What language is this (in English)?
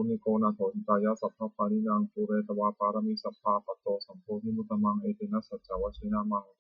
Pali